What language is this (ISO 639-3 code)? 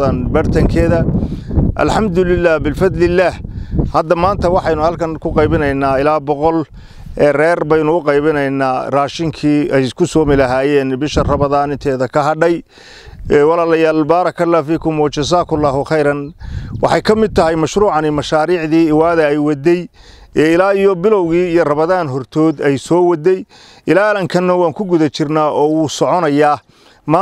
som